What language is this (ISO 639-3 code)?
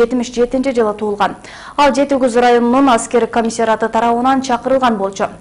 kir